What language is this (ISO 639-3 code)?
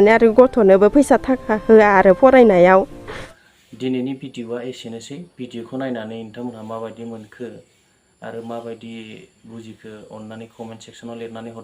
brx